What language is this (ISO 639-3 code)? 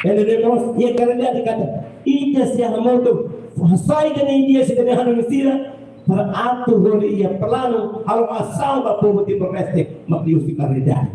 tet